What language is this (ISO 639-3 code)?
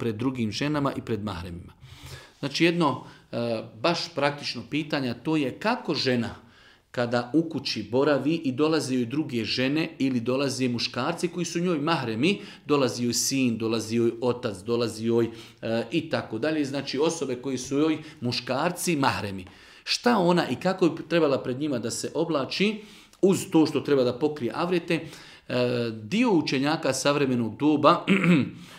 bos